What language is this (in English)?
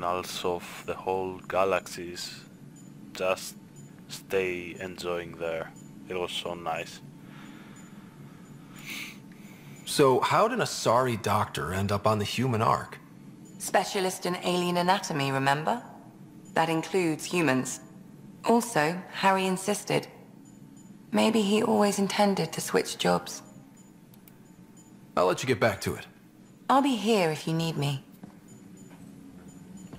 English